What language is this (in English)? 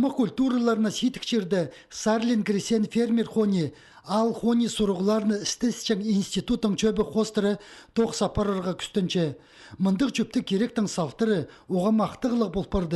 Khakas